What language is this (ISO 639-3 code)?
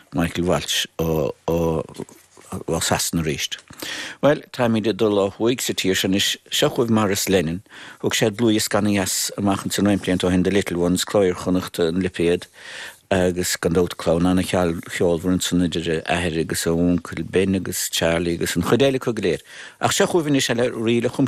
gle